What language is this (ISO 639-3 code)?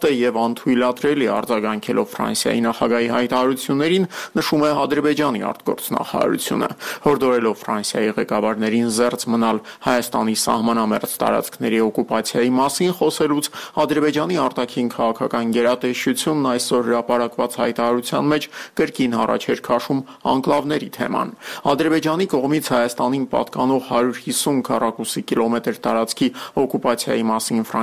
hye